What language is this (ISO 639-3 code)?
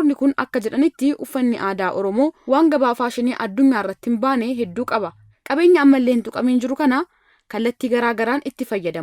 orm